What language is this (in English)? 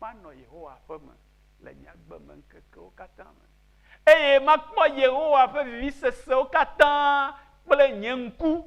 Ewe